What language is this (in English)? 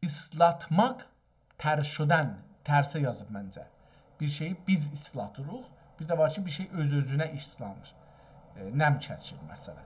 South Azerbaijani